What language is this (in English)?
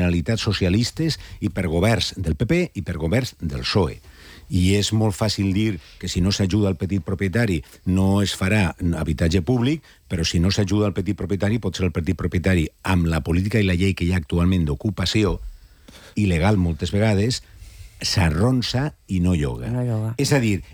Catalan